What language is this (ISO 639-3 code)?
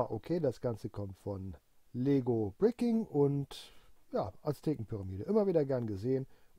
deu